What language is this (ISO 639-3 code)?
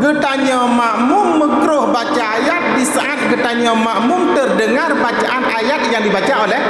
ace